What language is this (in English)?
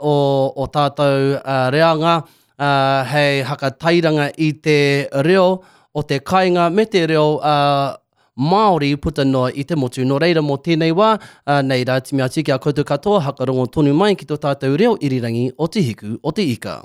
Māori